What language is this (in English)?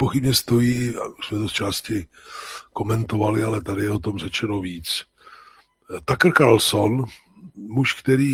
Czech